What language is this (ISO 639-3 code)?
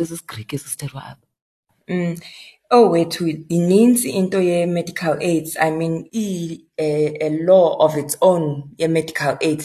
xho